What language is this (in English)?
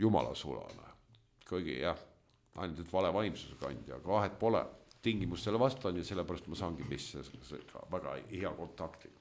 Estonian